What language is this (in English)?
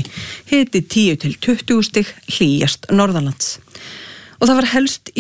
Icelandic